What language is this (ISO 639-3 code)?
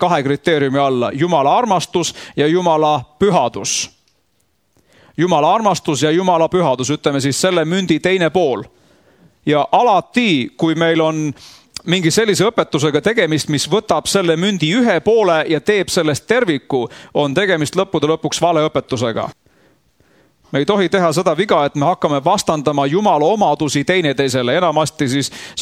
est